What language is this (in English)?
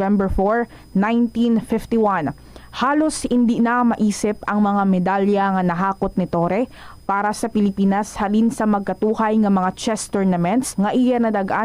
Hiligaynon